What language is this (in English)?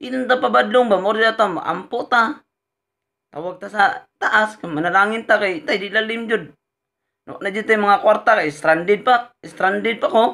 Cebuano